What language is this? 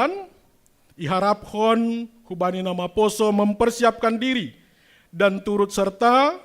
Batak Simalungun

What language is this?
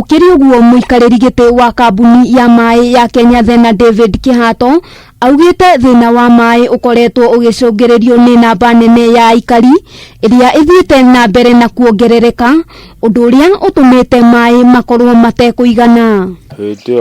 Kikuyu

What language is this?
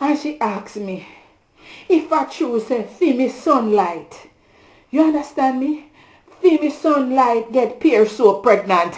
Jamaican Creole English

